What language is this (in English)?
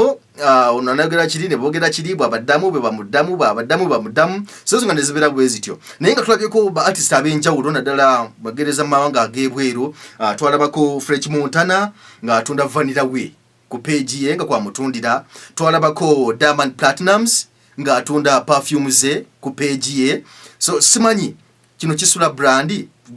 Ganda